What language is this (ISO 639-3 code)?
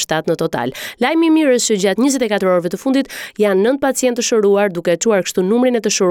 sqi